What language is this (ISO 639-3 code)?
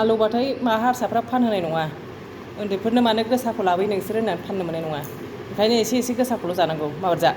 brx